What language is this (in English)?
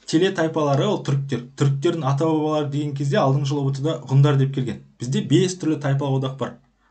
Kazakh